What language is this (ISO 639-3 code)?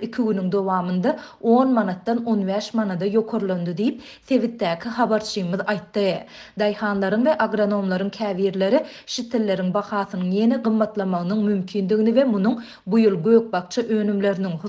tuk